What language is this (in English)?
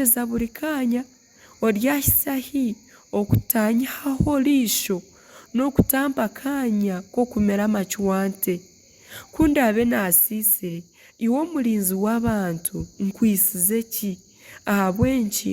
Nyankole